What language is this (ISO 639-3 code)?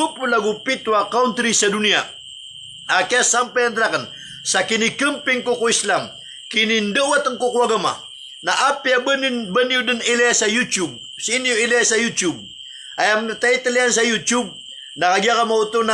mrw